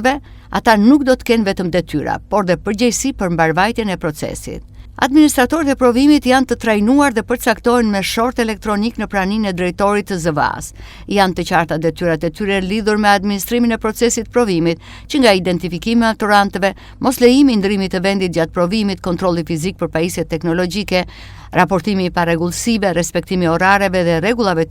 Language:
Albanian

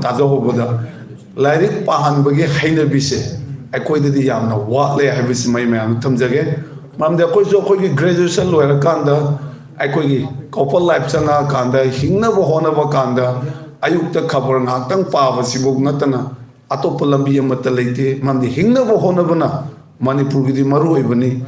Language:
Manipuri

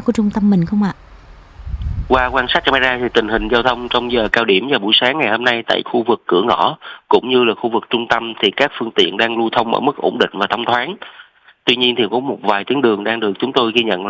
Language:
Vietnamese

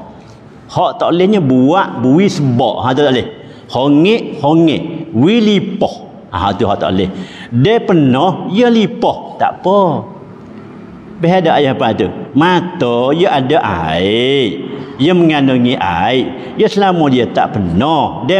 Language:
Malay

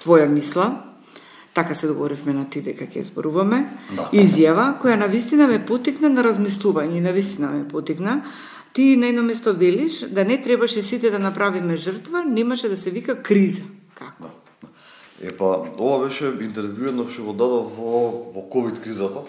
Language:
Macedonian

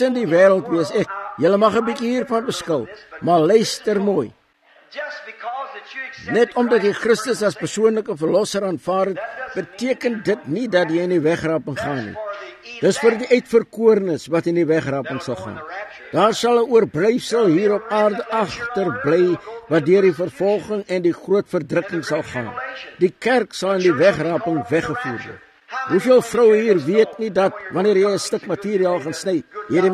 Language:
Afrikaans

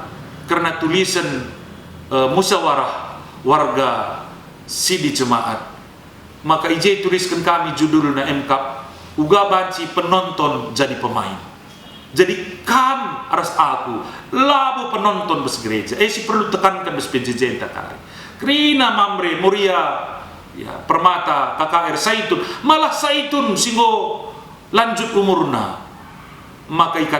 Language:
Batak Karo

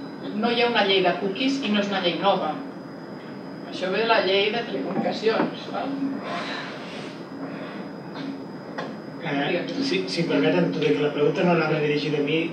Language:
Catalan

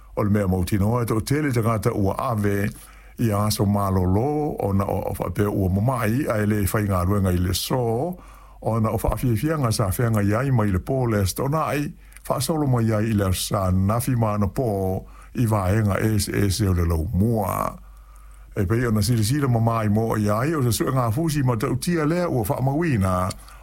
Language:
Samoan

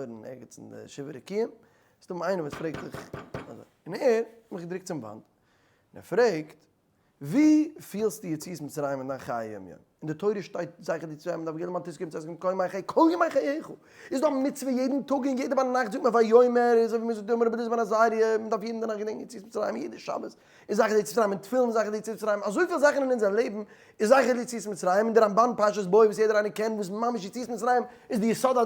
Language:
Yiddish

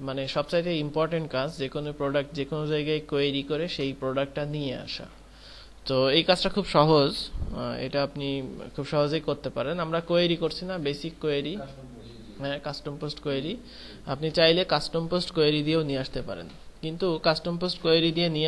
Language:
Bangla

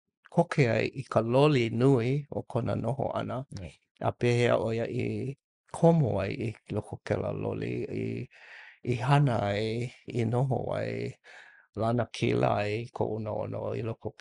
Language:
Hawaiian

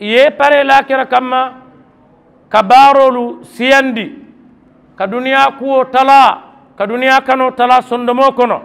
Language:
Mandingo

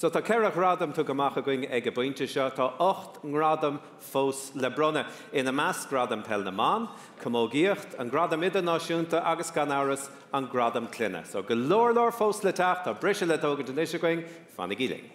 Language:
Irish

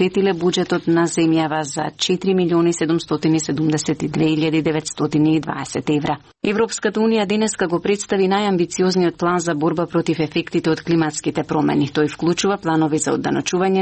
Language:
Macedonian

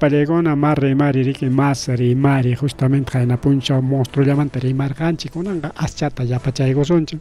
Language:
Ayacucho Quechua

